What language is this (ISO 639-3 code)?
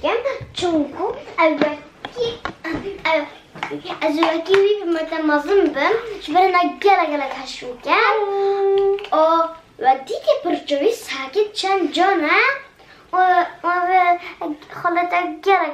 kur